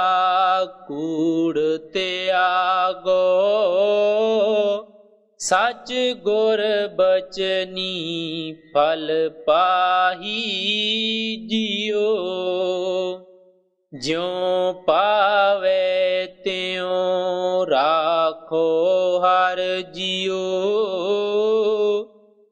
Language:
Punjabi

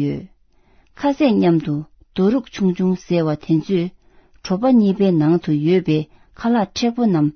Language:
Tibetan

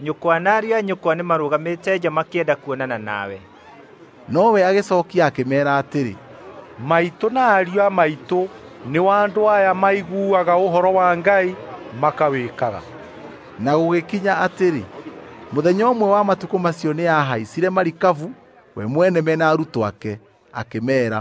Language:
Kikuyu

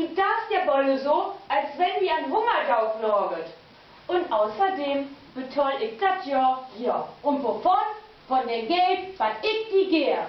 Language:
Low German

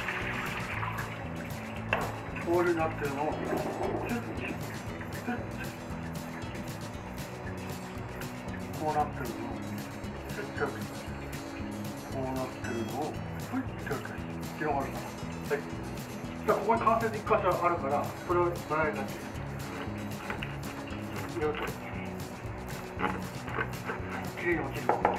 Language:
Japanese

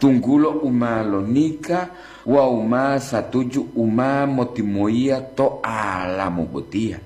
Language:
Gorontalo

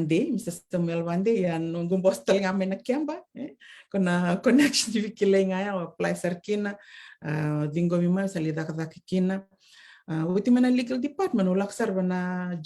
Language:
Fijian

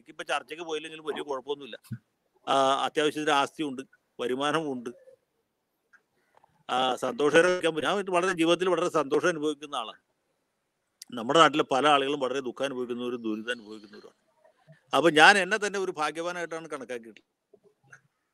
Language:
Malayalam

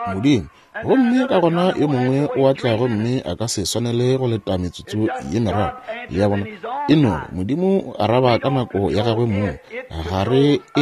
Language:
Northern Sotho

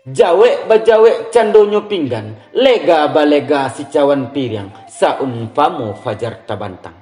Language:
Minangkabau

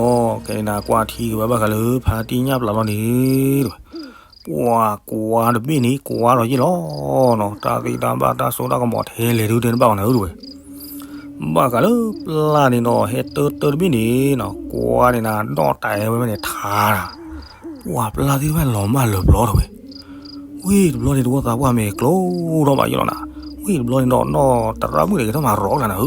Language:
S'gaw Karen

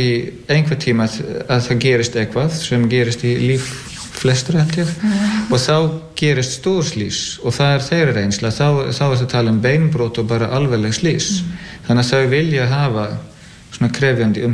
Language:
Icelandic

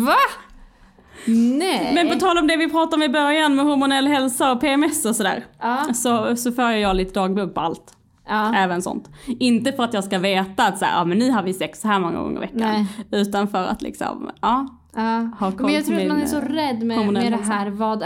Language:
Swedish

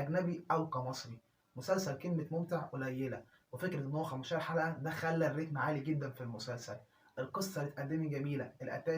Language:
Egyptian Arabic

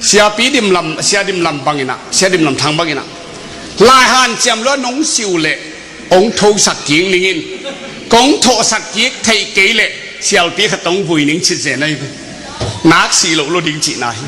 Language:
Tedim Chin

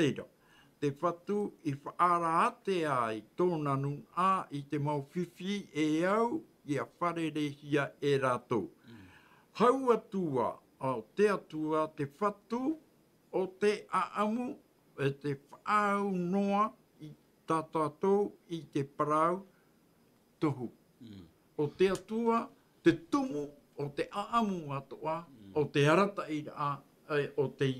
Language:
Tahitian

